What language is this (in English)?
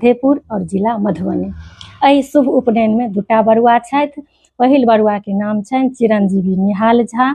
Maithili